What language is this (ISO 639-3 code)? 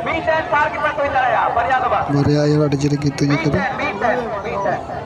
sat